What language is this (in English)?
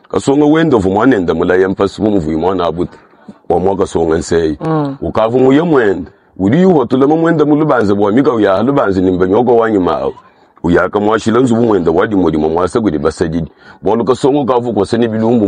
Luba-Lulua